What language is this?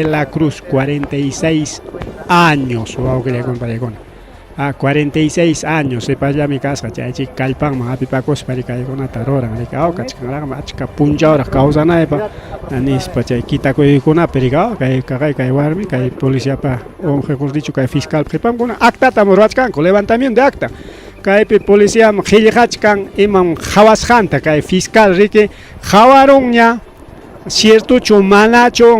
Ayacucho Quechua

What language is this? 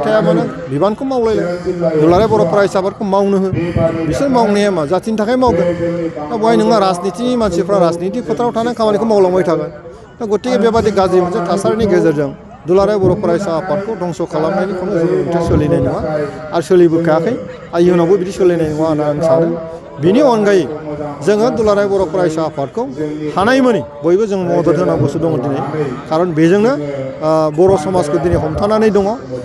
Bodo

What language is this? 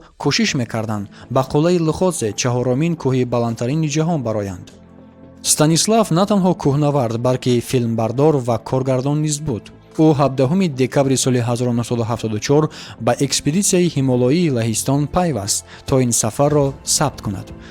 Tajik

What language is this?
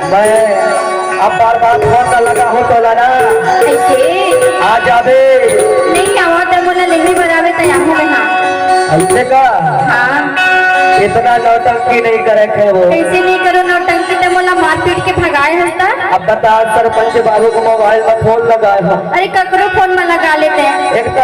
Chhattisgarhi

